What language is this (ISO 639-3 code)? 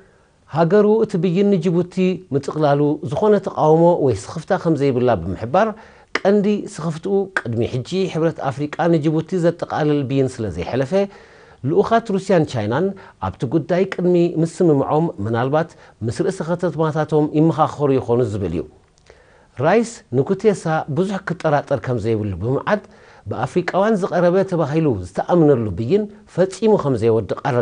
tir